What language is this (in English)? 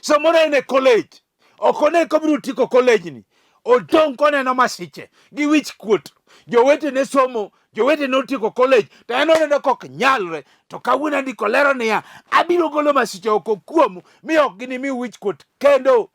Luo (Kenya and Tanzania)